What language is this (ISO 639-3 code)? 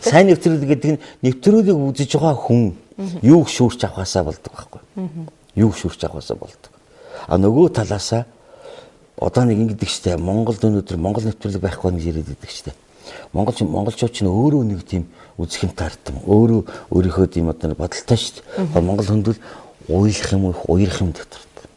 mon